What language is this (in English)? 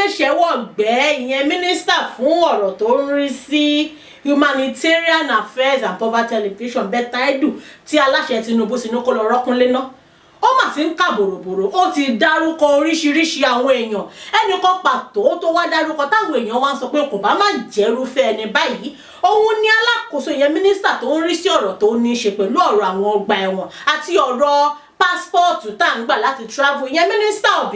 Yoruba